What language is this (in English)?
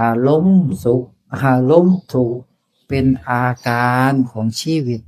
Northeastern Thai